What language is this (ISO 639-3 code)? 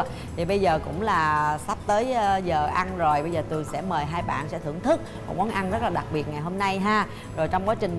vie